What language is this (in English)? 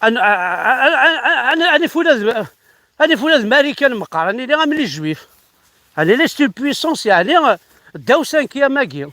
Kabyle